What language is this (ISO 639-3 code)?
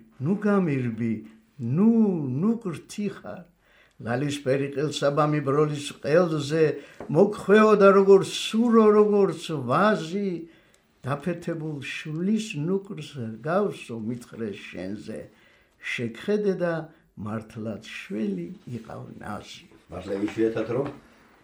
kat